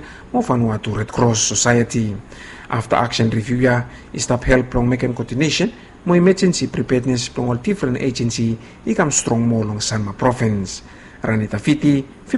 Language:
Bislama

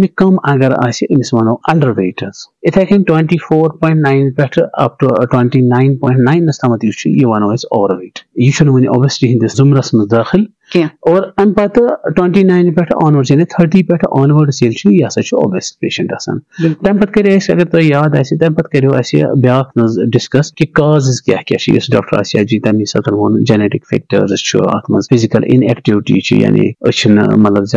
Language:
Kashmiri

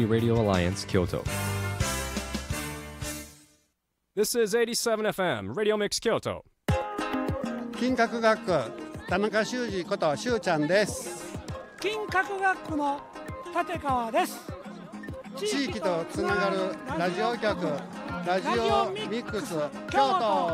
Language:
Japanese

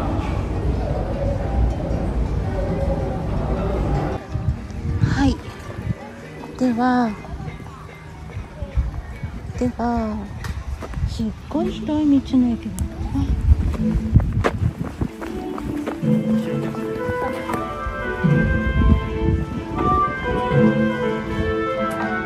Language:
Japanese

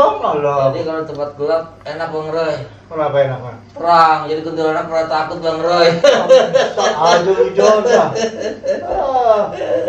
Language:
Betawi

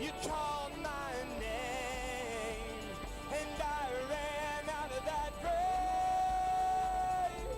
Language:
Ewe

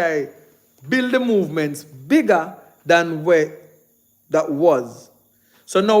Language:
Jamaican Creole English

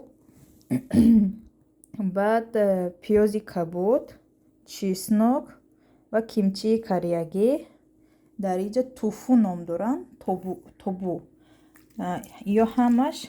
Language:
Tajik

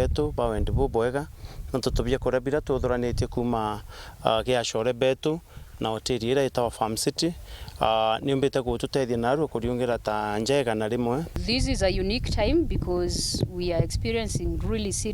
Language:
Meru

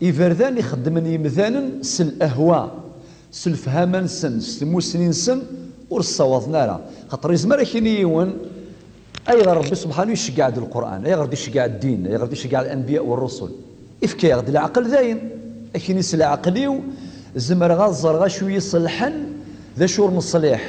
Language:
Kabyle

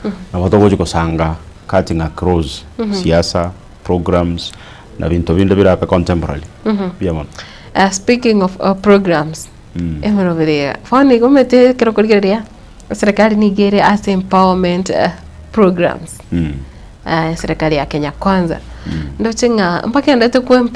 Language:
Gusii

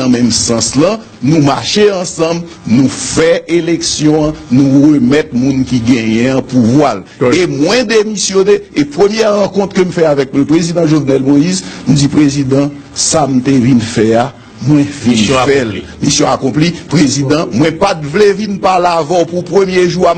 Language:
Haitian Creole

